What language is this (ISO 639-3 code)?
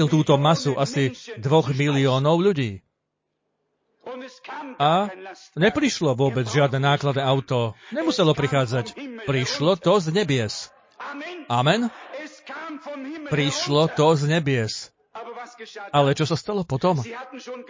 slk